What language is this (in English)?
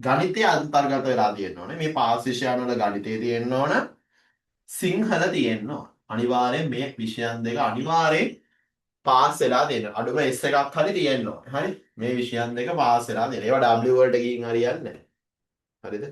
Sinhala